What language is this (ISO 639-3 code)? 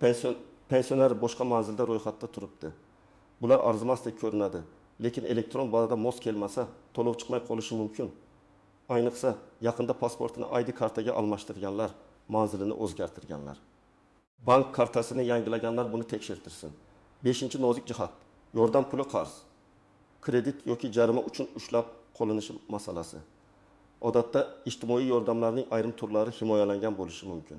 uzb